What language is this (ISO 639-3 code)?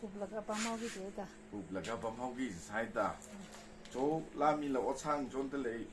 nmf